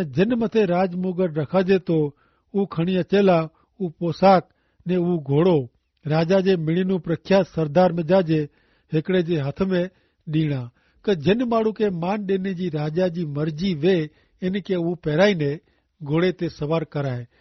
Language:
Kachhi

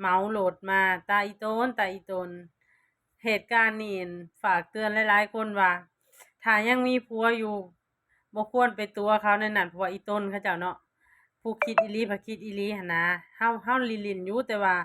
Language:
Lao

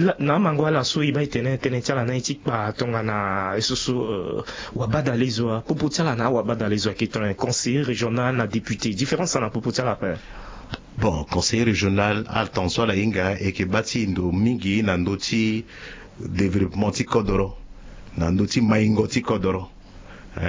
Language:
Sango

